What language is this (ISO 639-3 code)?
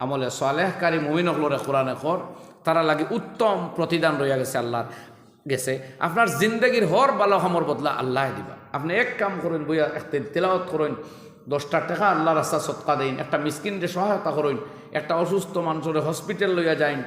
syl